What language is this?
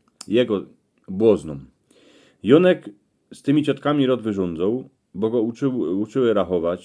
Silesian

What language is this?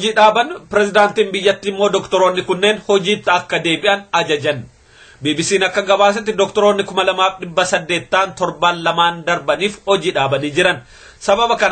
Oromo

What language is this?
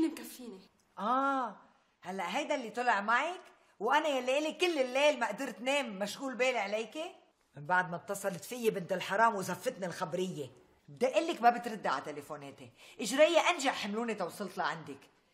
North Levantine Arabic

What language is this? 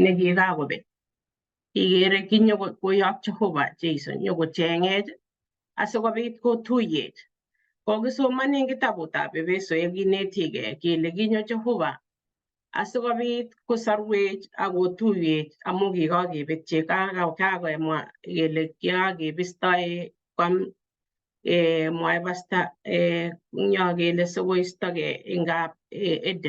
Kalenjin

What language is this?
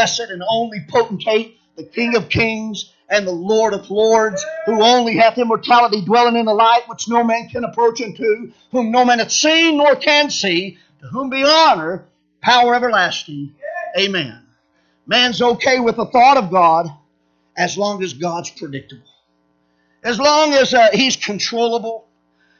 English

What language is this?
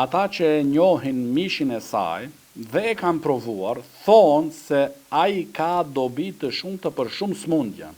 Albanian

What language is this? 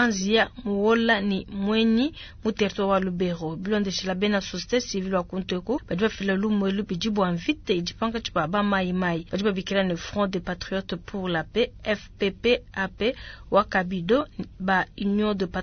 Luba-Lulua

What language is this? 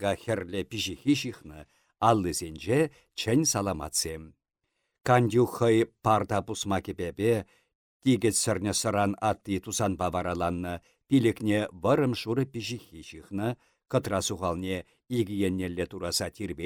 Chuvash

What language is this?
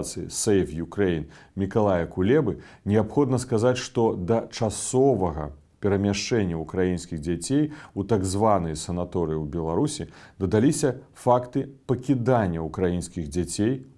Belarusian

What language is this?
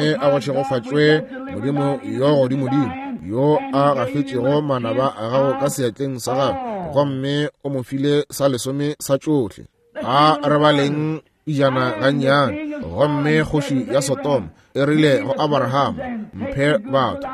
Northern Sotho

